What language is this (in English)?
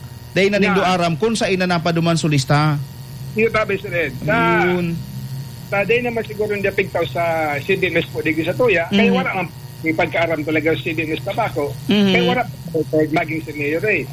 Bikol